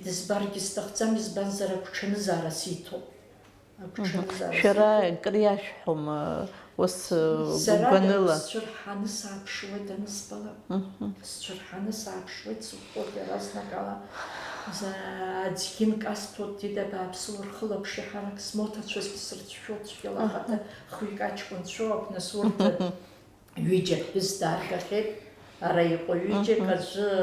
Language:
Abkhazian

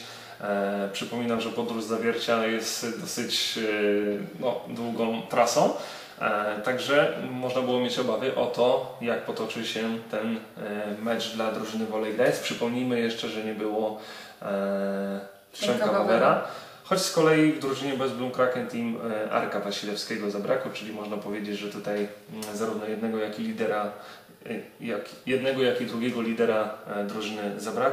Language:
Polish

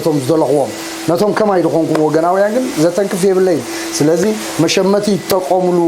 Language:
Tigrinya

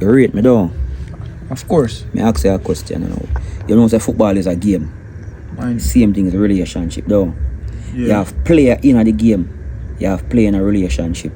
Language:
Jamaican Creole English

